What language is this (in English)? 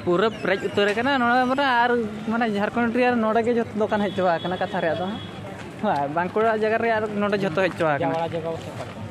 Santali